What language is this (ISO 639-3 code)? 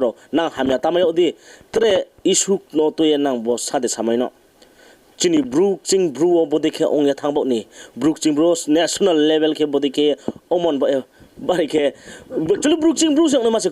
ria